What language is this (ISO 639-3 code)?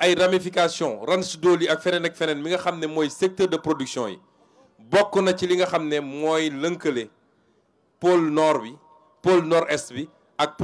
wol